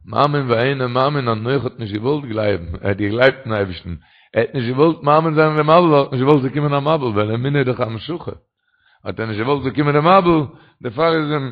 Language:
Yiddish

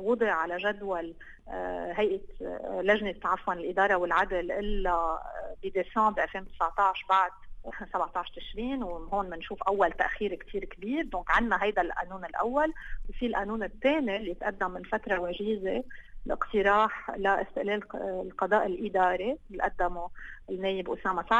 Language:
North Levantine Arabic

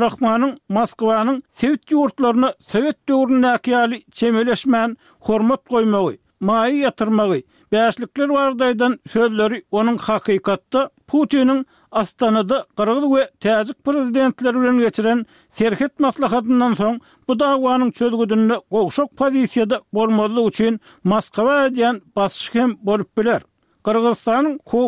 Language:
Turkmen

